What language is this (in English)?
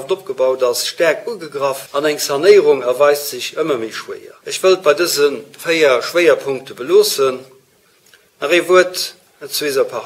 Luxembourgish